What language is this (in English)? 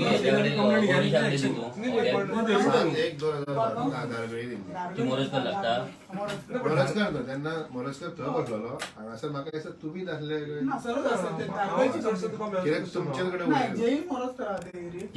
Konkani